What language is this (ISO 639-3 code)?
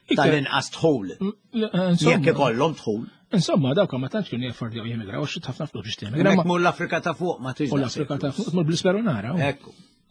mlt